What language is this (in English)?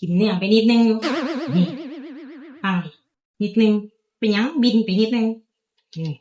Northeastern Thai